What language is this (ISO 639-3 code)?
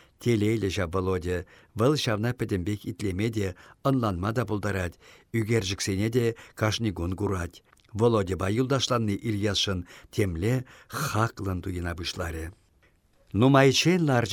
chv